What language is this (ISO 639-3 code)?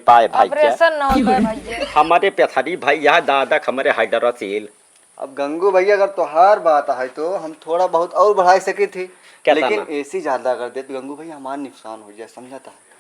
awa